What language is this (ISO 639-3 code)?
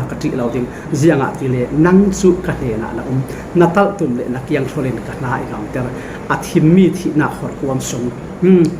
cfm